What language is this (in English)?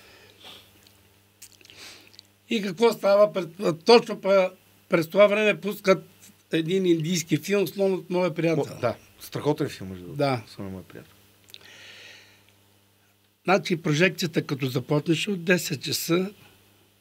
Bulgarian